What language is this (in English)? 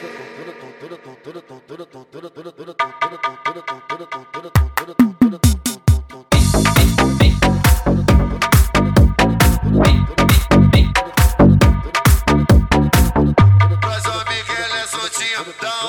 Portuguese